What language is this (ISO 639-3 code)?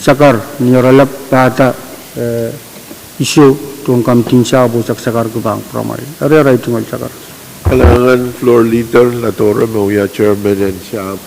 pon